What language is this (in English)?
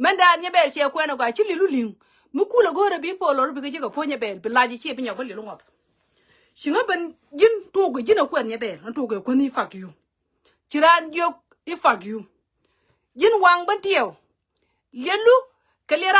Nuer